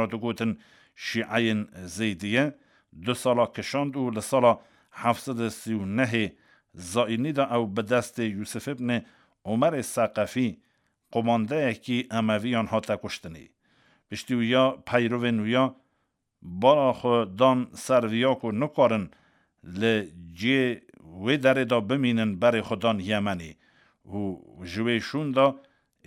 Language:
Kurdish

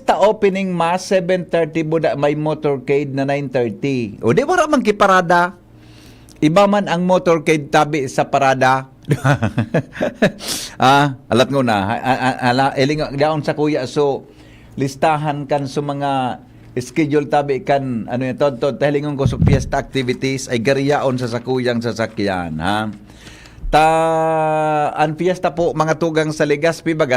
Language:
Bikol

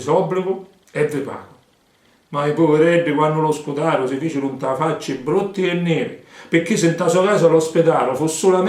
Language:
Sicilian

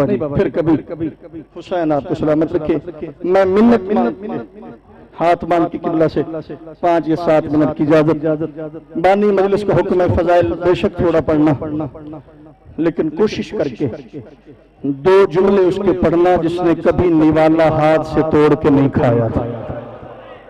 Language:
Urdu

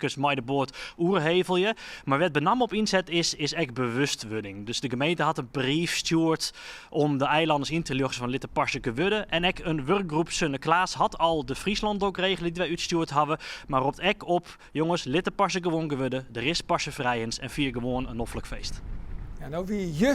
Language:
Western Frisian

